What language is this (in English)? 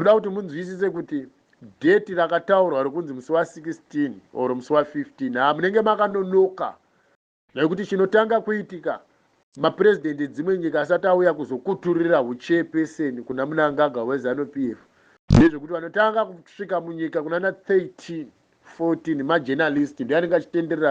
Shona